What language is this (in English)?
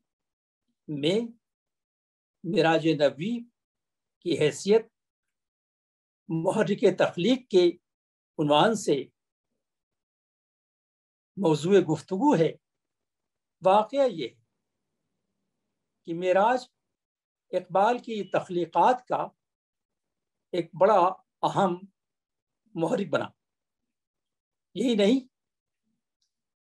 Urdu